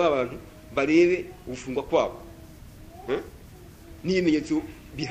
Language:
Kinyarwanda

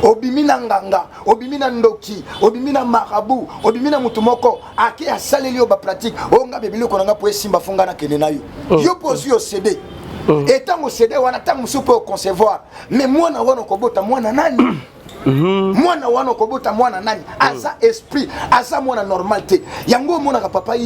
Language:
Lingala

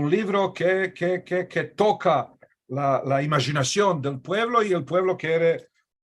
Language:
Ladino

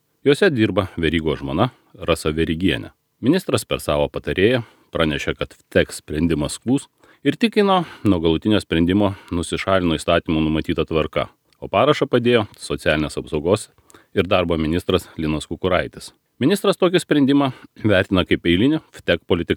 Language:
Lithuanian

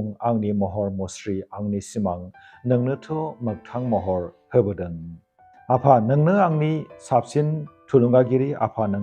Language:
Bodo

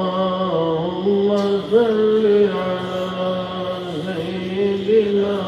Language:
Sylheti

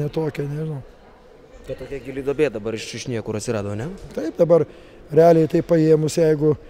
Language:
Lithuanian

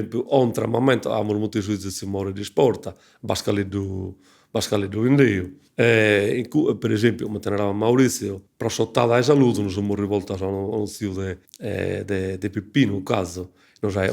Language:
Sardinian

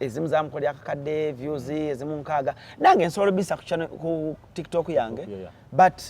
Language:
Ganda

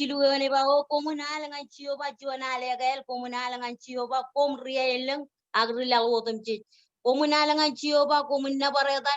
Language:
Marshallese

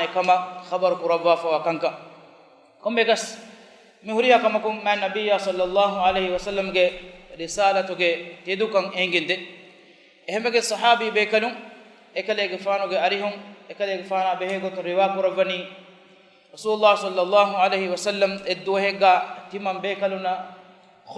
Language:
Divehi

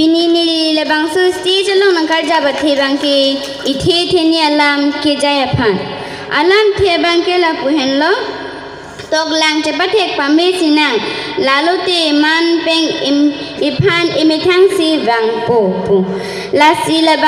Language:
Karbi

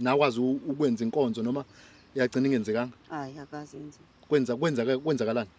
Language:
Zulu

